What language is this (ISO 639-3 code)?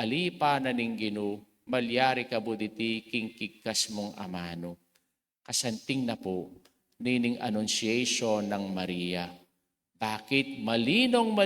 pam